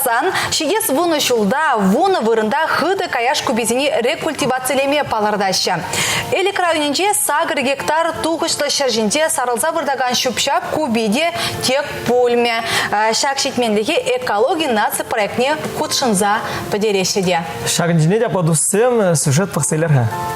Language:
Chuvash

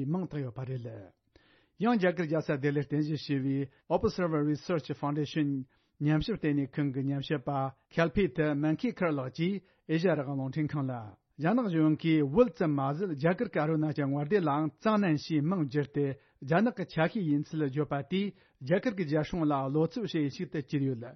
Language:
Tibetan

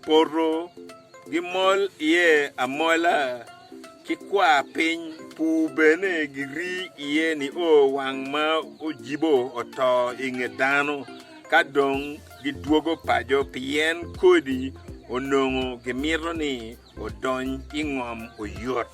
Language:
Acoli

